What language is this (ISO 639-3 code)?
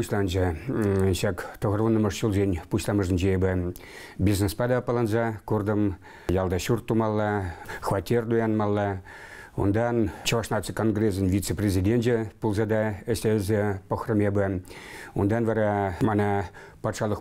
chv